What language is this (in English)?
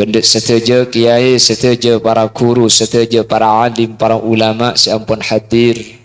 Madurese